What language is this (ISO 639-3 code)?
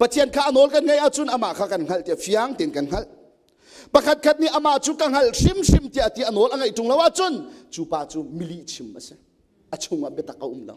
cnh